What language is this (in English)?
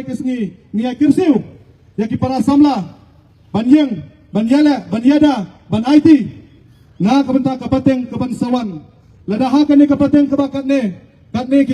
Khasi